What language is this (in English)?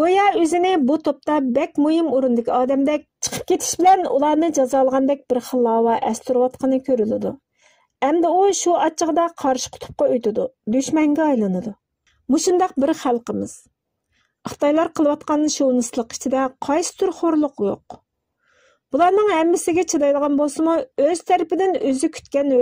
Uyghur